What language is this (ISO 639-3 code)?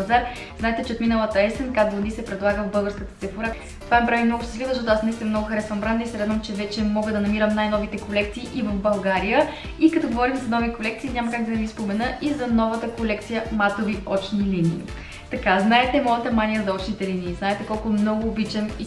bul